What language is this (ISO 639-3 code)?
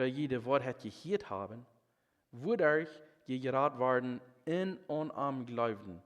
pdt